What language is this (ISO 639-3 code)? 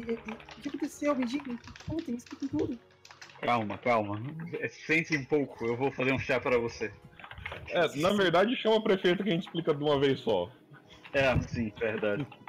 por